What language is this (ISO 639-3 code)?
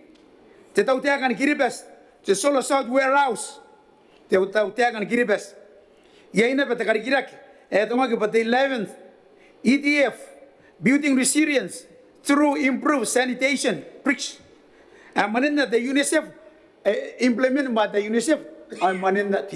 gil